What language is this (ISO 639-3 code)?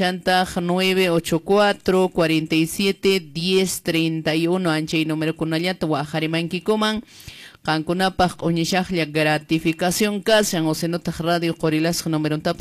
que